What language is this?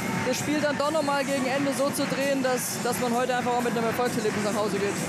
German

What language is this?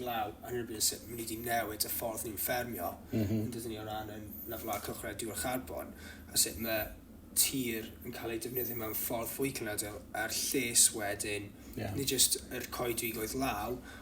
Welsh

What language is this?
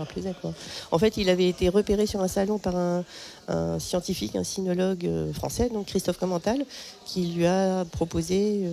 French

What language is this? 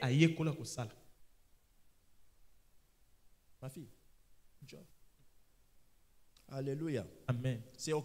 French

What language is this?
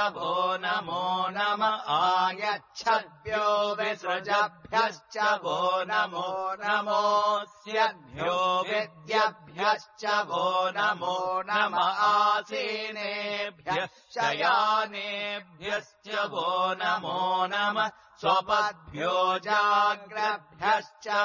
Sanskrit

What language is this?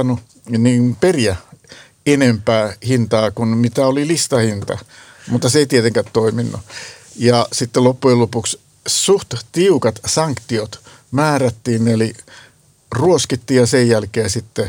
Finnish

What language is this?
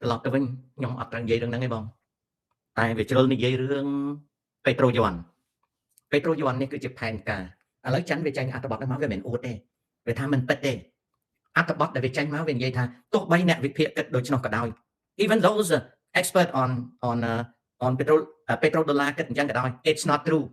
Khmer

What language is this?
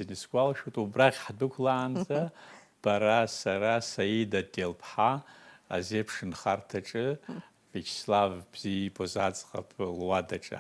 Abkhazian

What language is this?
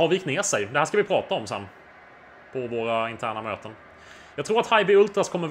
Swedish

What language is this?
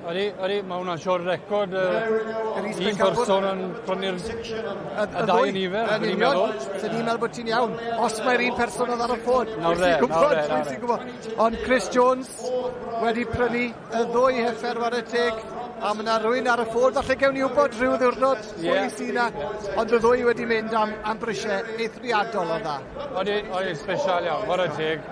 Welsh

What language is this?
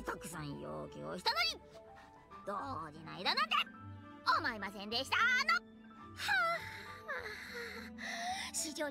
Japanese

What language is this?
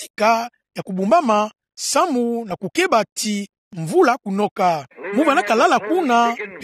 Kituba (Democratic Republic of Congo)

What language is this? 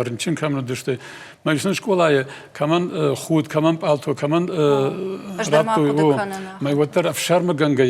Ossetic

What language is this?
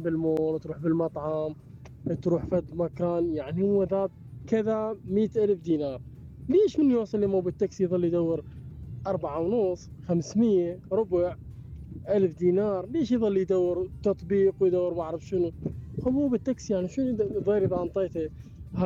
Mesopotamian Arabic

